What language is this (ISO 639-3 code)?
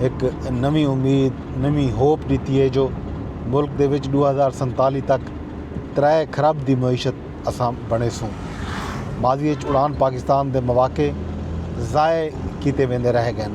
skr